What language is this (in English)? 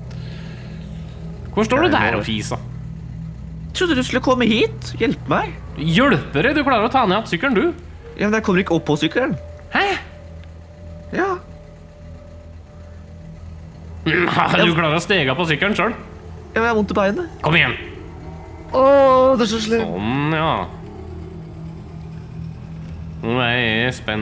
Norwegian